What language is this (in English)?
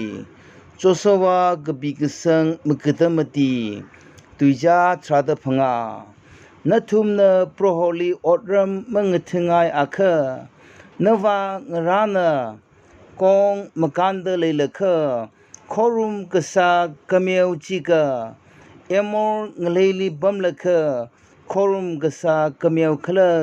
Tangkhul Naga (India)